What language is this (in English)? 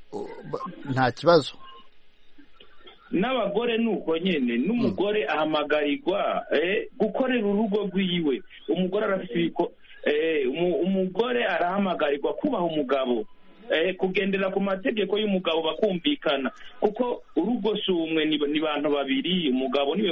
Kinyarwanda